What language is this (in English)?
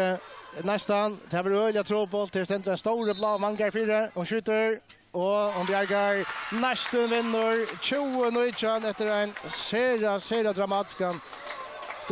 Faroese